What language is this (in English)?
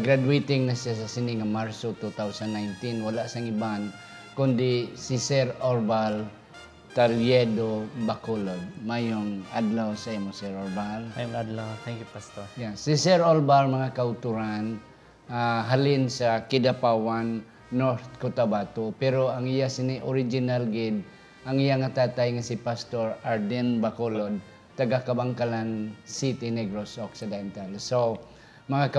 Hiligaynon